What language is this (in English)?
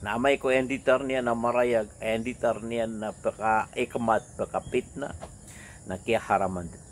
Maranao